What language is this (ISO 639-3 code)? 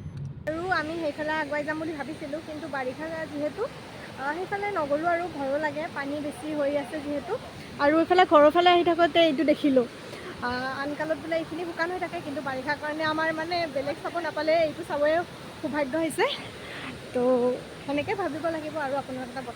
asm